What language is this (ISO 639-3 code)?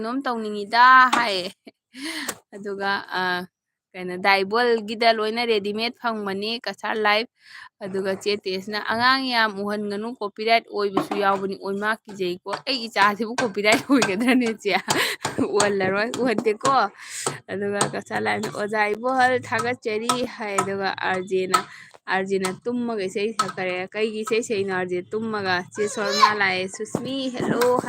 mni